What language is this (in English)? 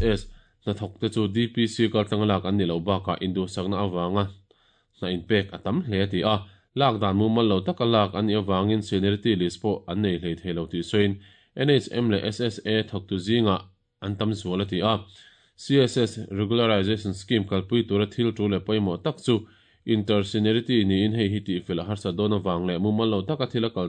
Mizo